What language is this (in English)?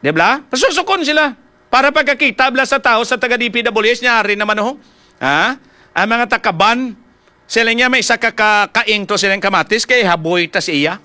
Hiligaynon